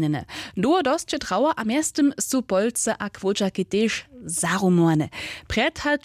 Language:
Upper Sorbian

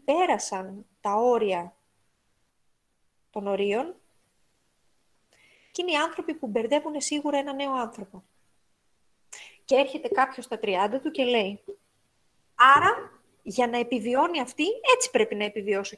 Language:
Greek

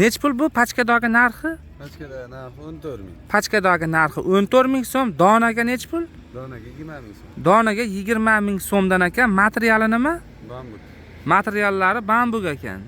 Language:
Uzbek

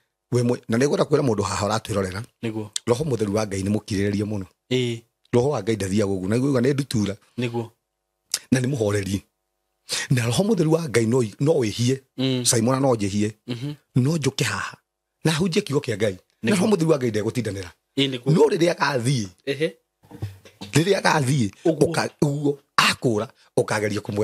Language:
Kikuyu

